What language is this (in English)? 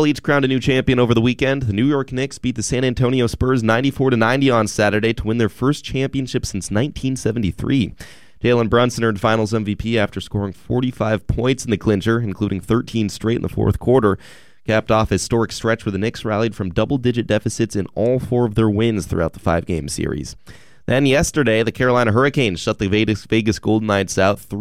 English